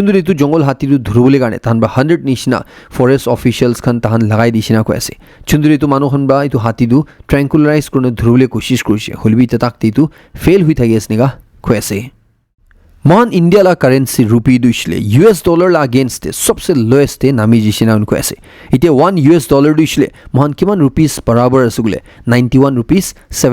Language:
Naga Pidgin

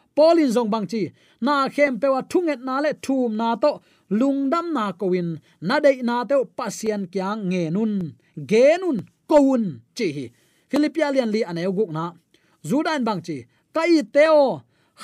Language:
Tedim Chin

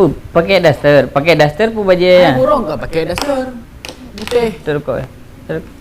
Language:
Achinese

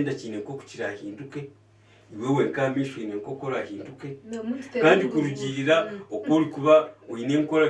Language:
Nyankole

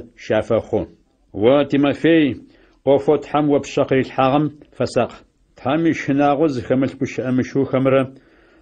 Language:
Adyghe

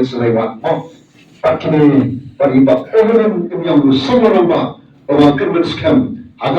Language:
Khasi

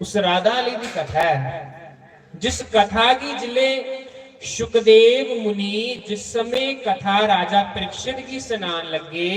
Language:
Dogri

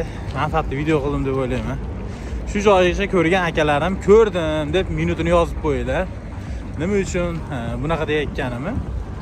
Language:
Uzbek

